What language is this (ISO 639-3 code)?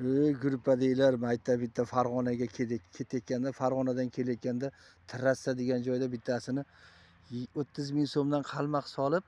uzb